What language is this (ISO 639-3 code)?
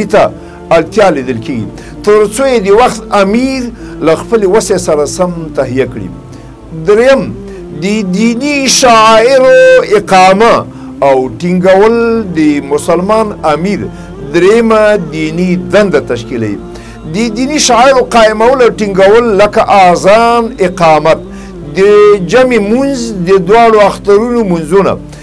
pus